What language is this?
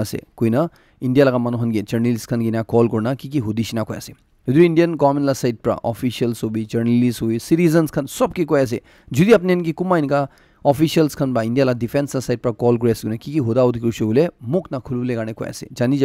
Naga Pidgin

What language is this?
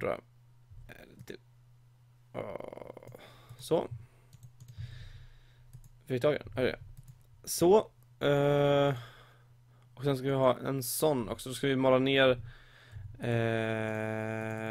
Swedish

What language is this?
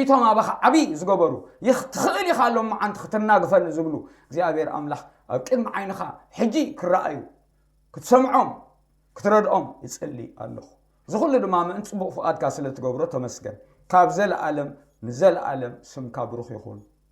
Tigrinya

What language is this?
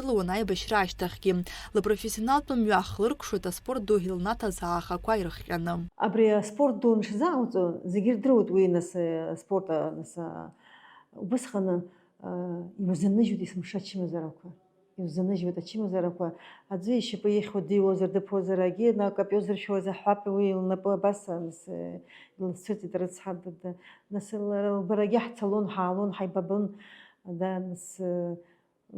Abkhazian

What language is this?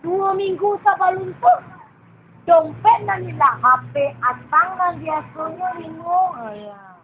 Minangkabau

